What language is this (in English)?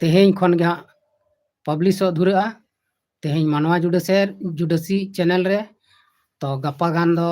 Santali